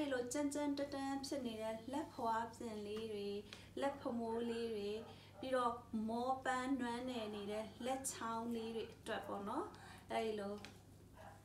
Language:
Burmese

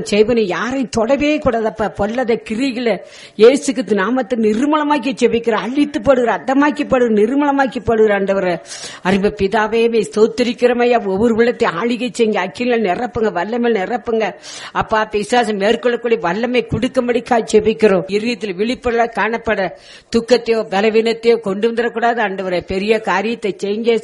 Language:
Tamil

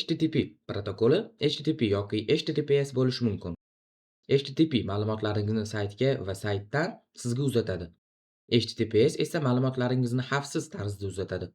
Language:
Uzbek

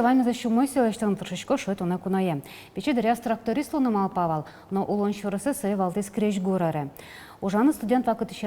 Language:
Udmurt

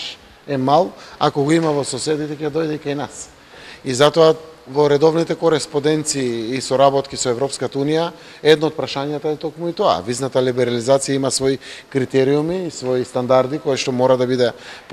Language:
Macedonian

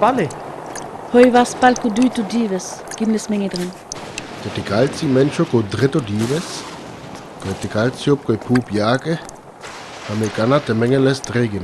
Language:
Sinte Romani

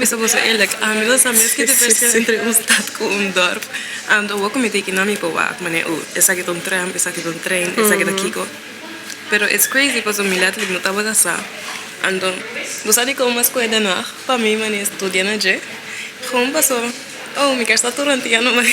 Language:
Papiamento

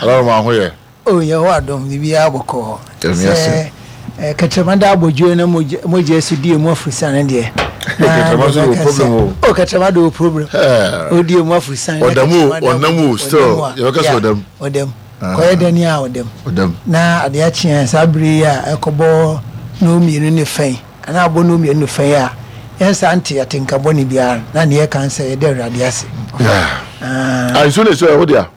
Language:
Akan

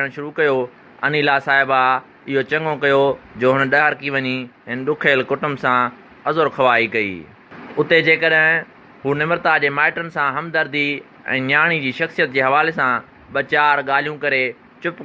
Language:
Sindhi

